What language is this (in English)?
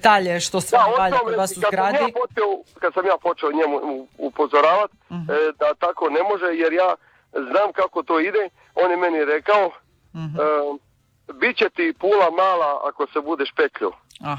Croatian